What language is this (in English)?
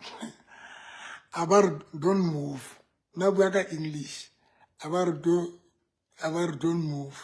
Southern Sotho